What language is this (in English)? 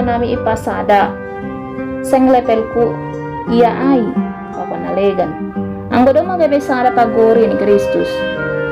Batak Simalungun